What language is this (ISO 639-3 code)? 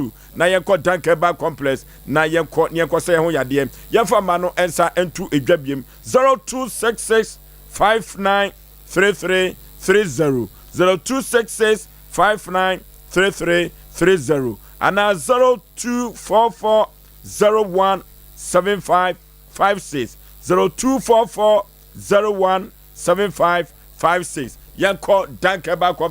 aka